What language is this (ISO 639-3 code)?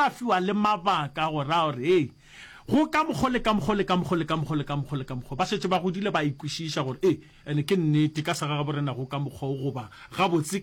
nso